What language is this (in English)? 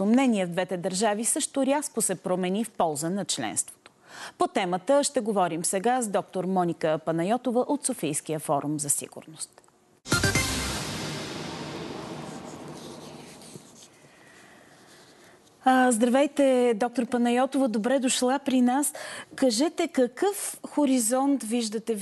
Bulgarian